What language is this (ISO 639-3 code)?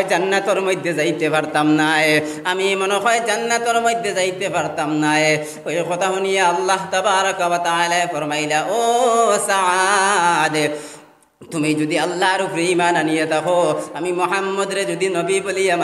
syl